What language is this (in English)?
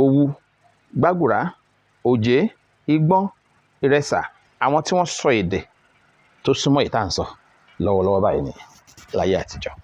Yoruba